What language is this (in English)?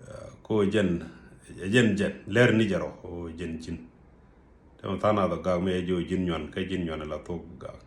Nuer